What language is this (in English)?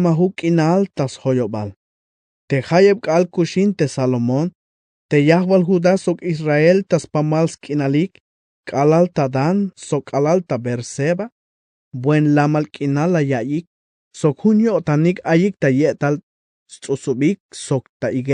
Tzeltal